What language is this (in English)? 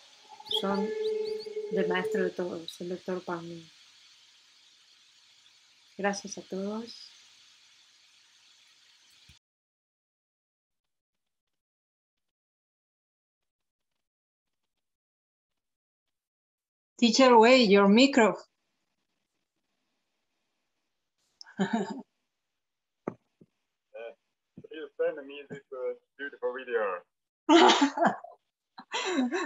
Spanish